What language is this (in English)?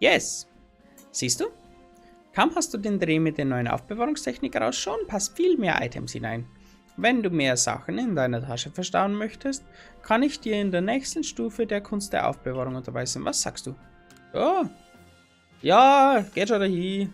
Bavarian